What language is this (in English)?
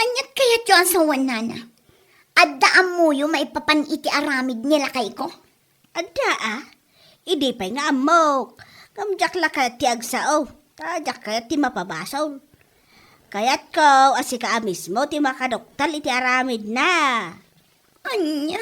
Iloko